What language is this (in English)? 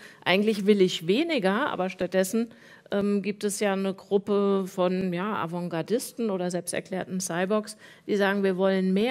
German